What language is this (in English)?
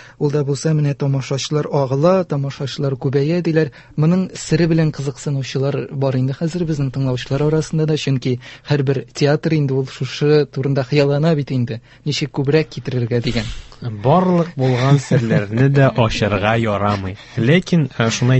Tatar